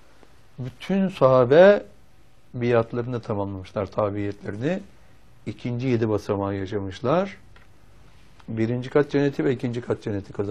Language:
Turkish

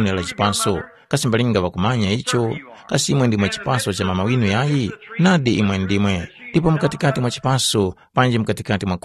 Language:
Tumbuka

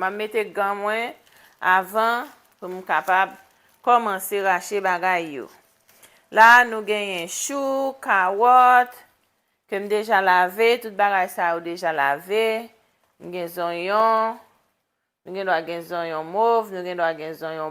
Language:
Haitian Creole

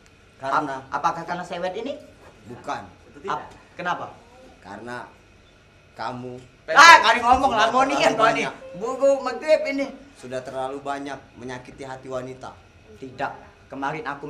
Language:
Musi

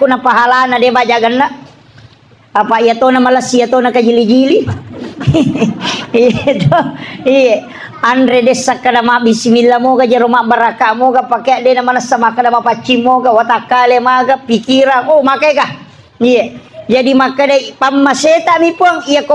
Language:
Buginese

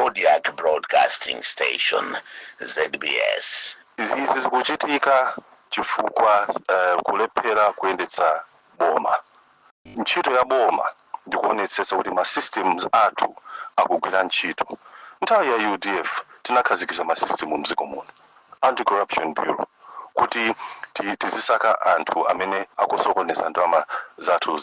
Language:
Nyanja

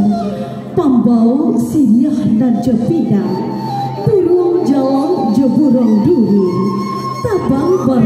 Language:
Minangkabau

